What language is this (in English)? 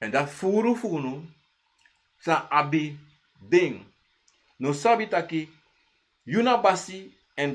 Sranan Tongo